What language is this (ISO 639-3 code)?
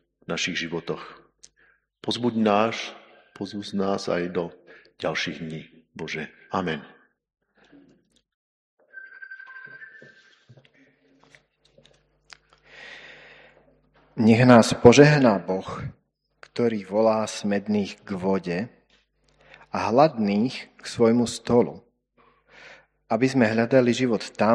slk